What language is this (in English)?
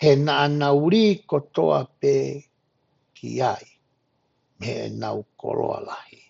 Tongan